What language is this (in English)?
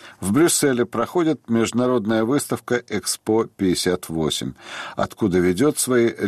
Russian